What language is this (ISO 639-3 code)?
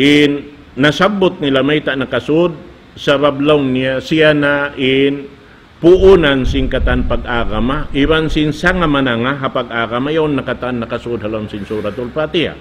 tsg